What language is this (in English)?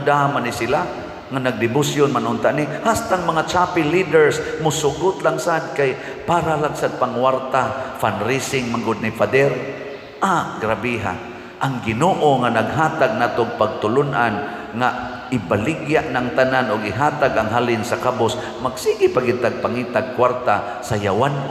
Cebuano